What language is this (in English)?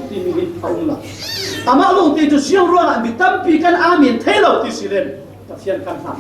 Falam Chin